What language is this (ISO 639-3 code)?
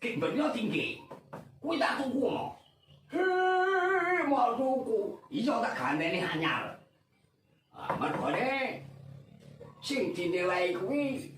jav